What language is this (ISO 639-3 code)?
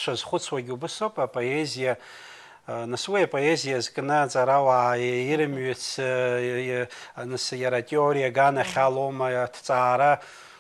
abk